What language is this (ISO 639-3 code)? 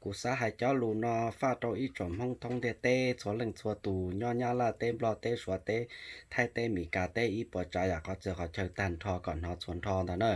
hmn